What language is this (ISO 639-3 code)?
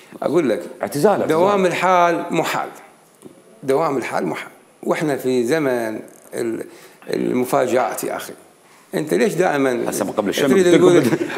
acm